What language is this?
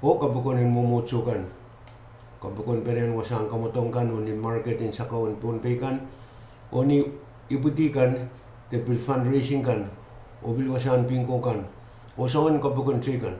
Pohnpeian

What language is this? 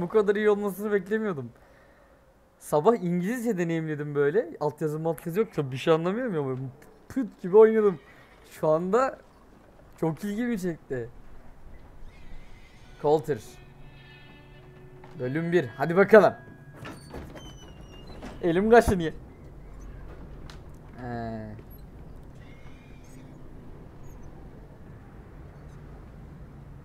Turkish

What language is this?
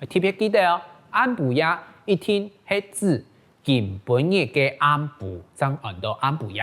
Hakka Chinese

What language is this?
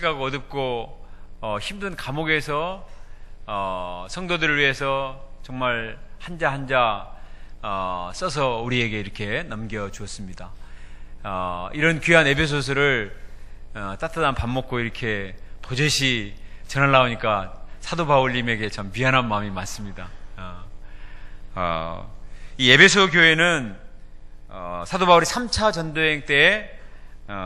Korean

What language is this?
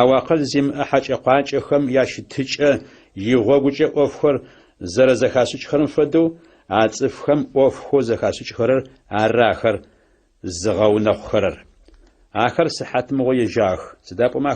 Adyghe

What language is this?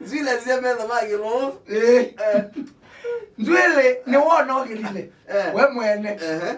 Kamba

